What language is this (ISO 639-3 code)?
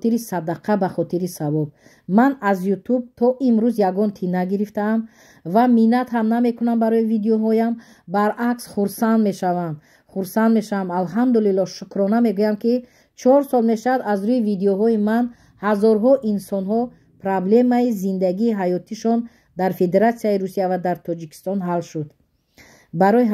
tgk